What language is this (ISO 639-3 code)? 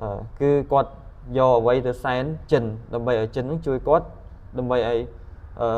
khm